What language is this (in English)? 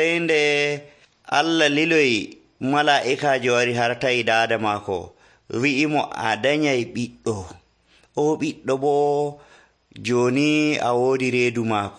Nigerian Fulfulde